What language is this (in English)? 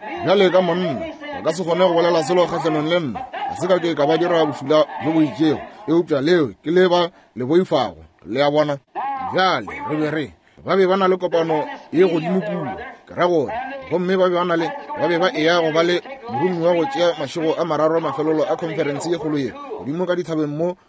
Northern Sotho